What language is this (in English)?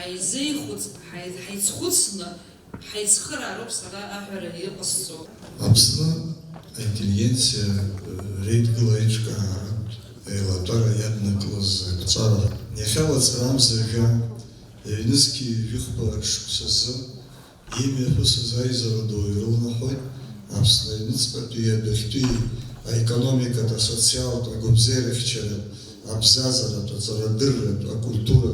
Abkhazian